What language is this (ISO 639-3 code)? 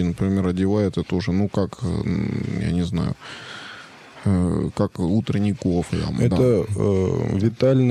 rus